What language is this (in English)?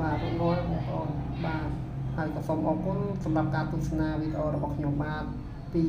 Khmer